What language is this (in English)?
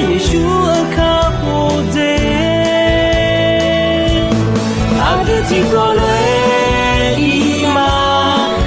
Akha